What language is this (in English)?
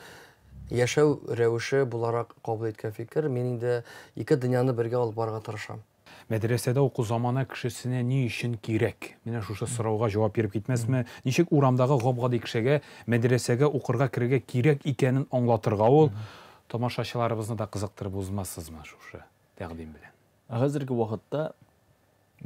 Tatar